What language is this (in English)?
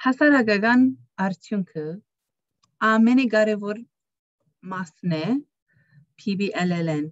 Armenian